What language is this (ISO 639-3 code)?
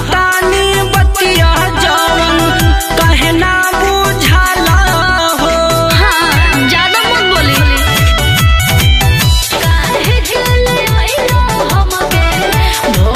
bho